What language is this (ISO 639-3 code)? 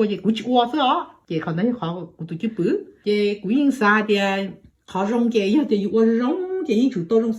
hmn